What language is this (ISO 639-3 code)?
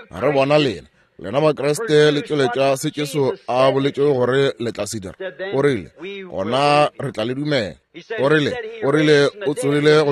nso